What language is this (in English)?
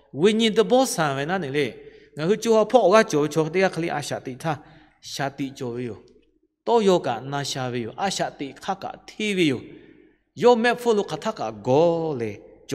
Lahu